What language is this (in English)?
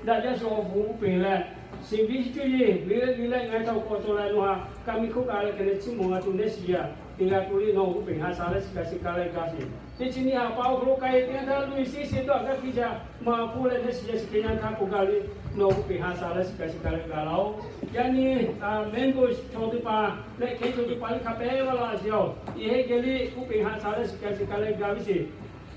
Lahu